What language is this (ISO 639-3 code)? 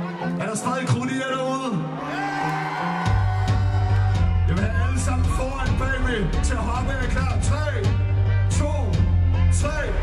dan